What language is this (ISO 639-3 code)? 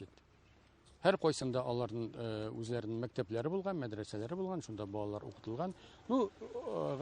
tat